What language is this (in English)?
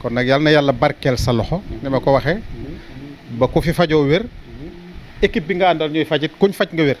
Wolof